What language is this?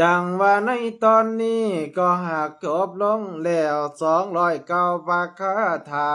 Lao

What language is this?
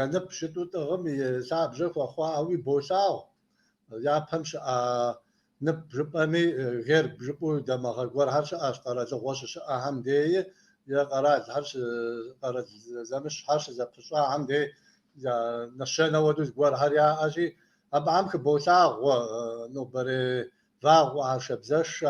Kabardian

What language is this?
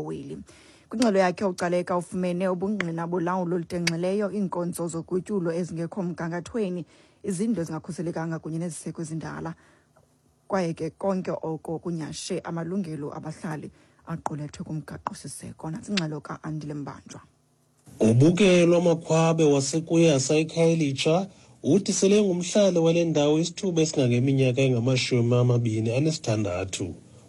Xhosa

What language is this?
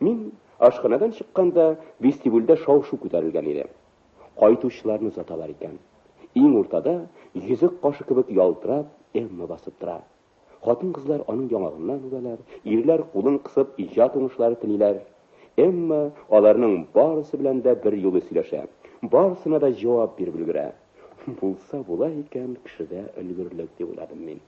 Tatar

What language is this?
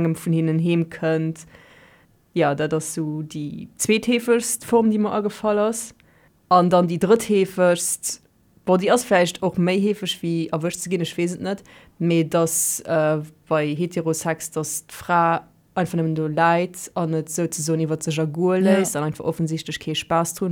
Luxembourgish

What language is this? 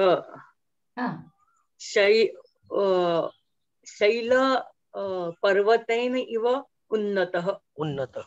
Sanskrit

